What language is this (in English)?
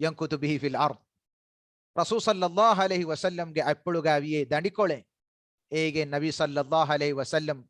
Divehi